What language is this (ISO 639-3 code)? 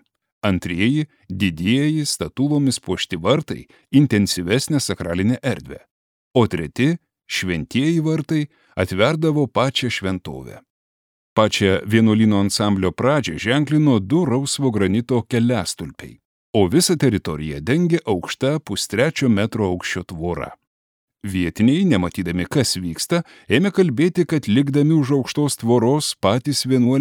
lit